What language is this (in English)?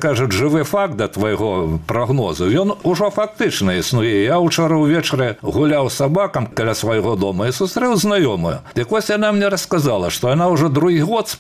Belarusian